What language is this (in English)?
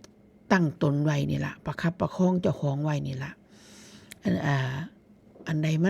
Northeastern Thai